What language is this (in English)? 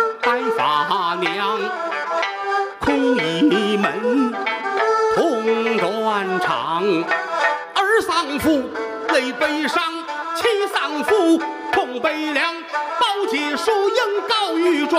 Chinese